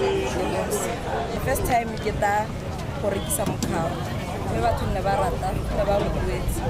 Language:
Tswana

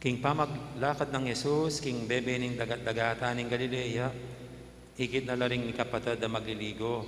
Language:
Pampanga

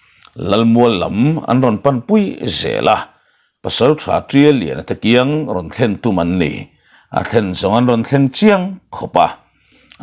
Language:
Mizo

